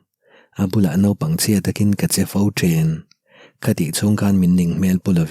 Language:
Mizo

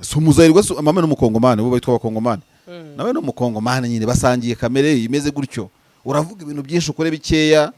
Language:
Kinyarwanda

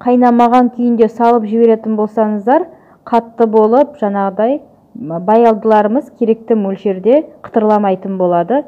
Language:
Kazakh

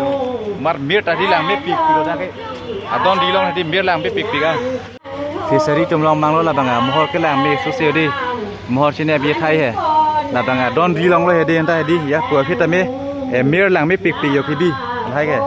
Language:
Karbi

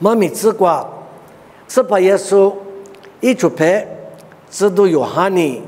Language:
Lisu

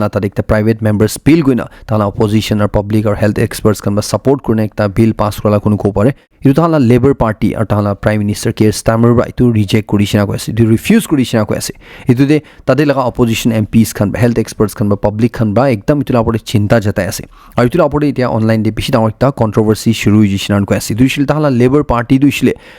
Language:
Naga Pidgin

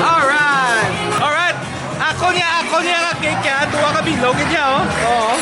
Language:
Hiligaynon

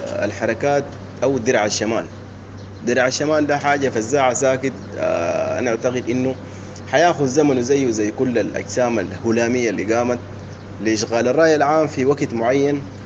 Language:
Sudanese Arabic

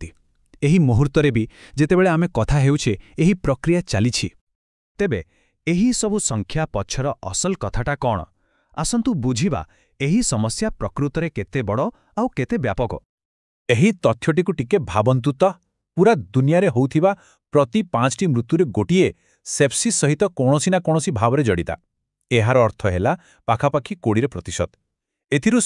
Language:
Odia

